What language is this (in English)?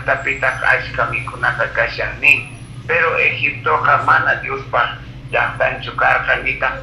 Quechua